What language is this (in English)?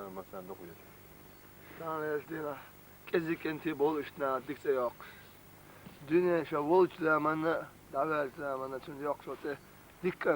Chechen